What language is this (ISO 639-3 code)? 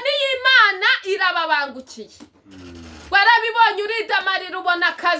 kin